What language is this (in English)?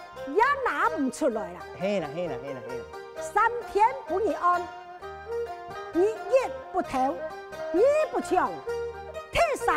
Hakka Chinese